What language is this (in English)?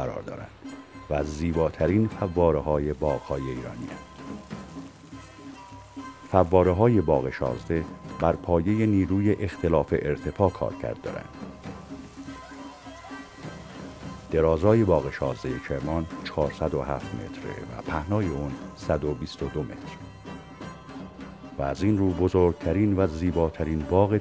Persian